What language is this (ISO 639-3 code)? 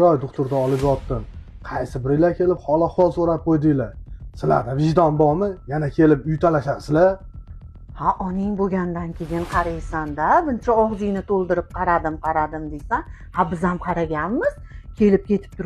uzb